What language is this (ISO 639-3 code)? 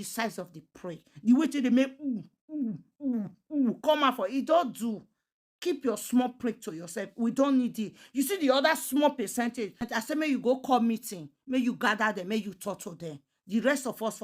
pcm